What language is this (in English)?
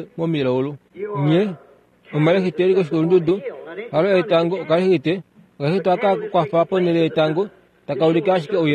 Kuanyama